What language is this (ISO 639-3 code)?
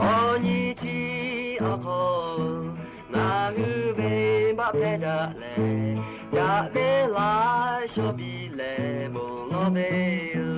lhu